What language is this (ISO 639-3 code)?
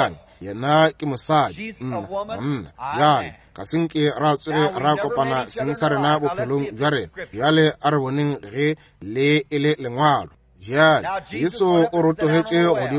nso